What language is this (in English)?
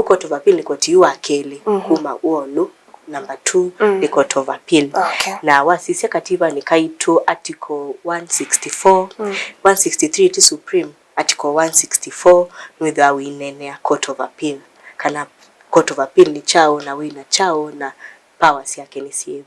Kamba